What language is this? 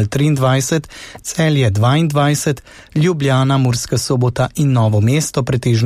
Slovenian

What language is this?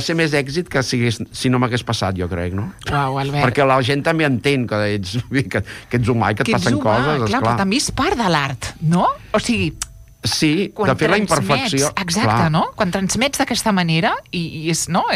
Catalan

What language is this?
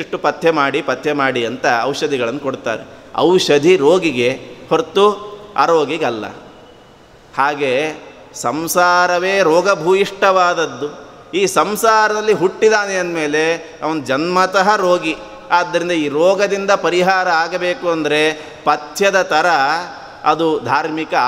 Kannada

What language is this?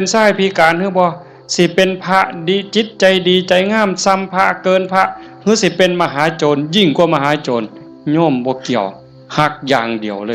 Northeastern Thai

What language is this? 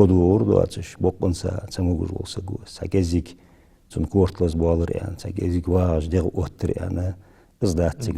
Ingush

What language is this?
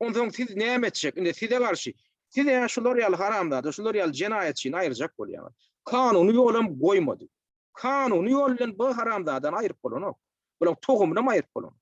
Turkmen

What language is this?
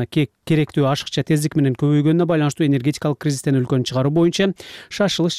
Kyrgyz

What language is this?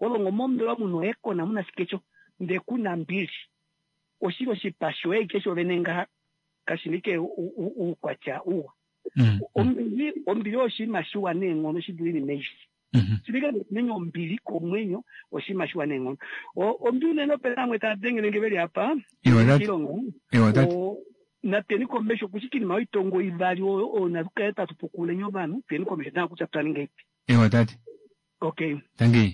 Kuanyama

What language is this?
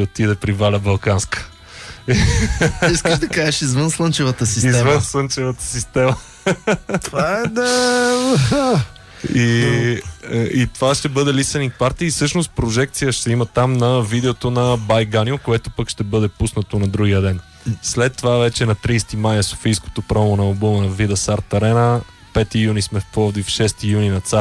Bulgarian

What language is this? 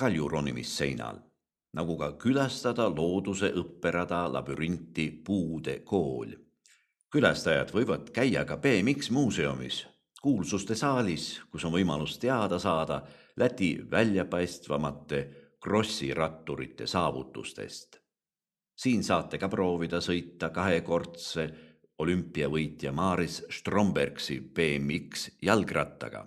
Estonian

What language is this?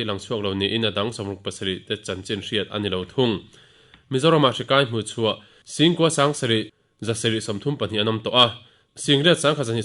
Mizo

